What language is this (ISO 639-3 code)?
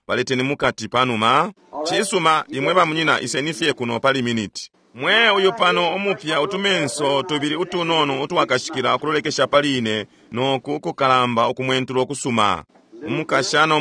bem